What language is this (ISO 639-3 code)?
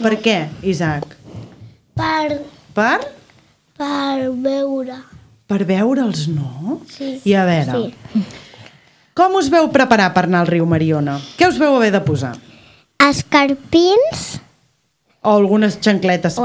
cat